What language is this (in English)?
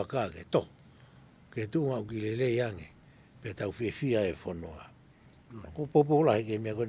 Tongan